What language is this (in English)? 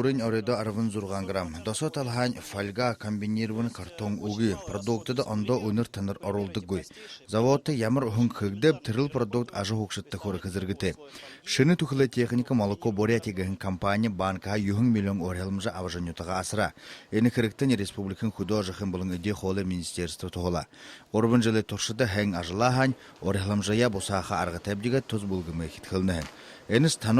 Buriat